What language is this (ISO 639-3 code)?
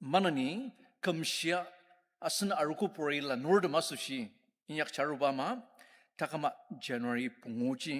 njo